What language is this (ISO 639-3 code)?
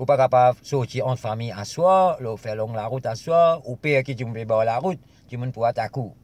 mfe